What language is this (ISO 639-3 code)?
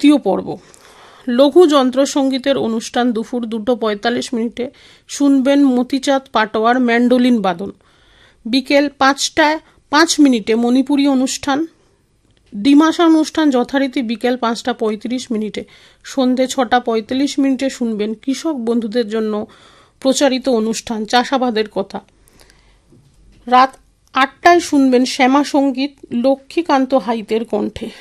ben